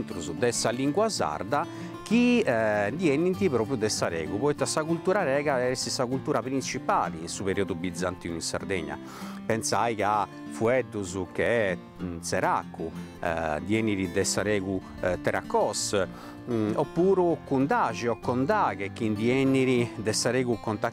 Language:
Sardinian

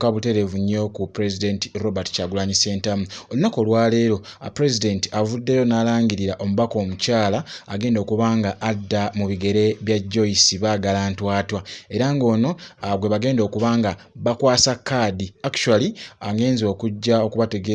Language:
Ganda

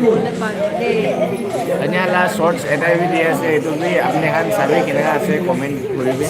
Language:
Naga Pidgin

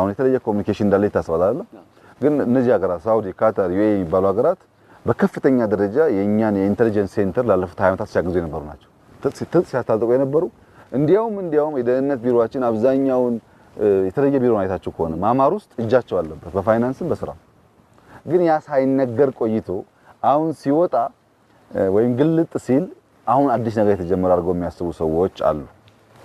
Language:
Amharic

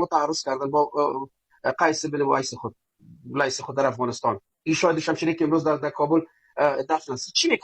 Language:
Persian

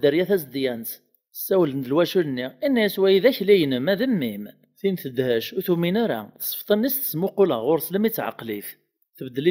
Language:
Kabyle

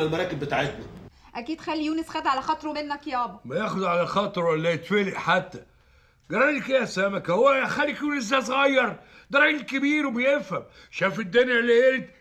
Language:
Egyptian Arabic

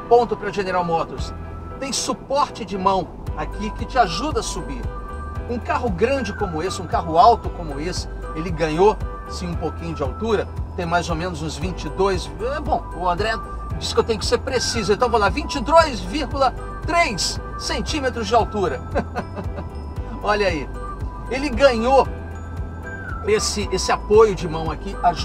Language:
Portuguese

